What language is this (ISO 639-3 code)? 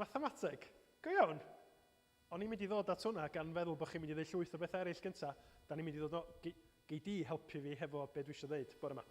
cym